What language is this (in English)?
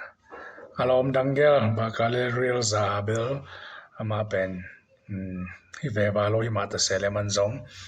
Tedim Chin